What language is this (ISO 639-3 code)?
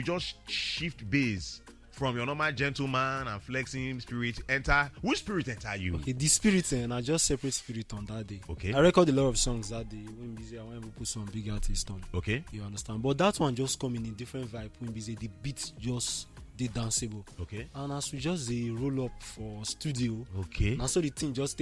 pcm